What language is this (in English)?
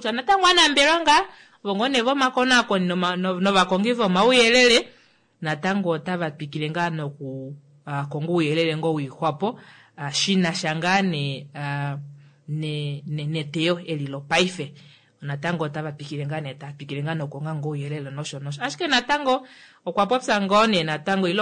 Kuanyama